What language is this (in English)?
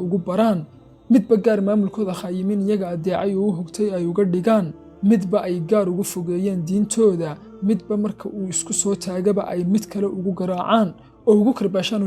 Somali